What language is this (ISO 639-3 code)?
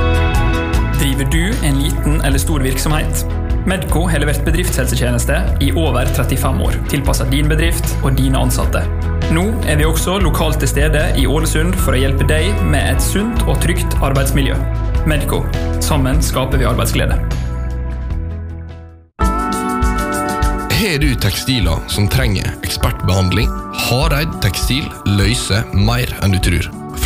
nor